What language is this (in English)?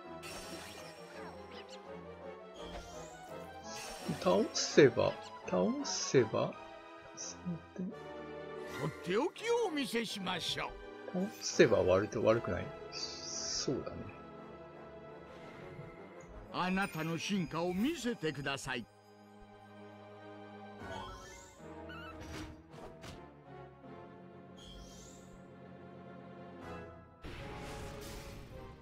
Japanese